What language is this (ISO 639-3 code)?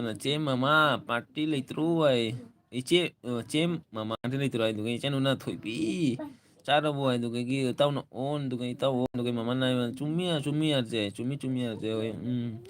mni